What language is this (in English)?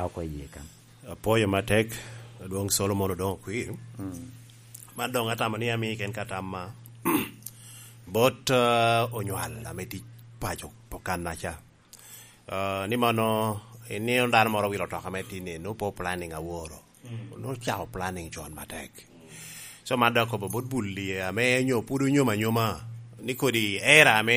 Lango (Uganda)